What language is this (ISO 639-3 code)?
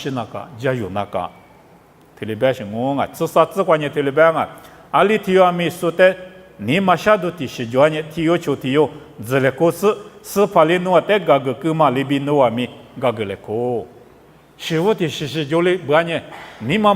lis